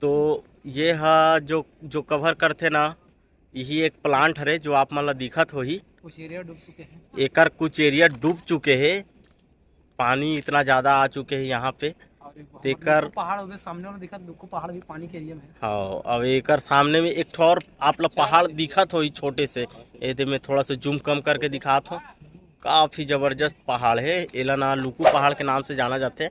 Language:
Chhattisgarhi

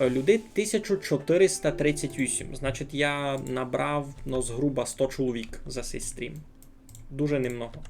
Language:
Rusyn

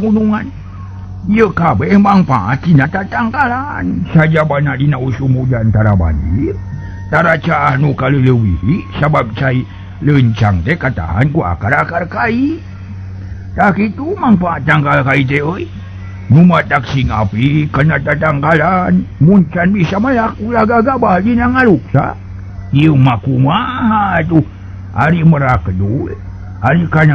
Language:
Sundanese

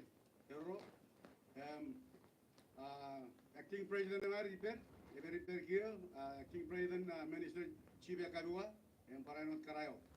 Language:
Marshallese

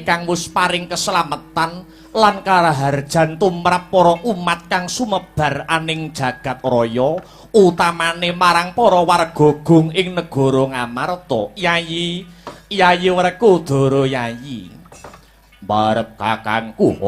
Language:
Javanese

